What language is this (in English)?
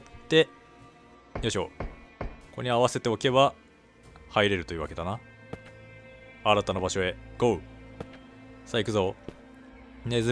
Japanese